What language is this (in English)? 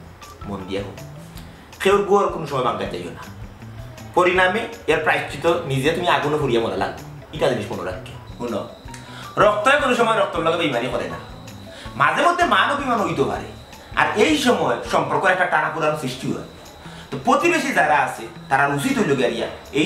Sylheti